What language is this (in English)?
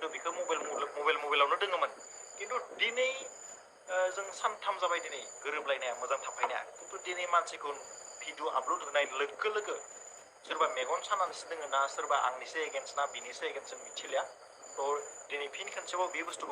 Bodo